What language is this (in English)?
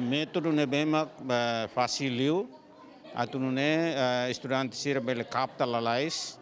Tetum